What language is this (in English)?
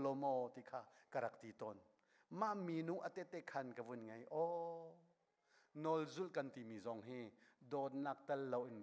Hakha Chin